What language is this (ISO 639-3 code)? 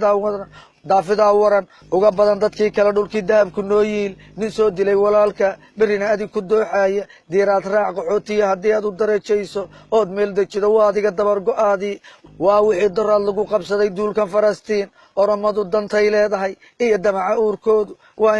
som